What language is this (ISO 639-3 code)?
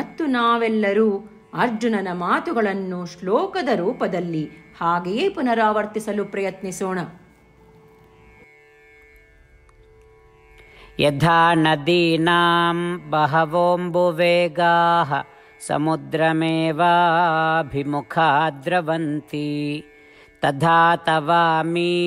kan